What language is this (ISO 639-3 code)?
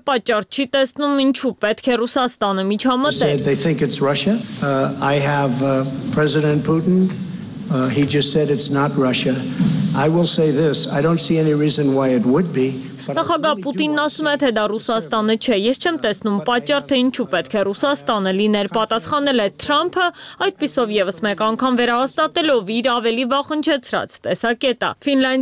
hye